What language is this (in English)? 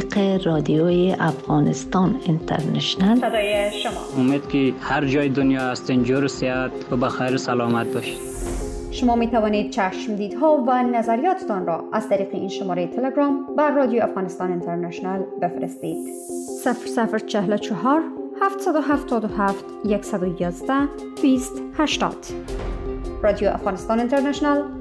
Persian